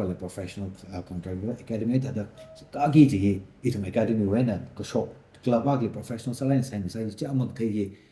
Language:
Tangkhul Naga (India)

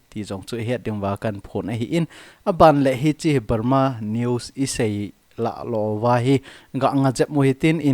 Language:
Thado Chin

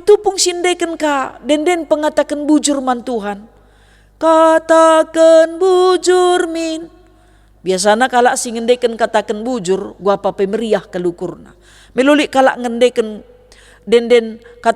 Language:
Batak Karo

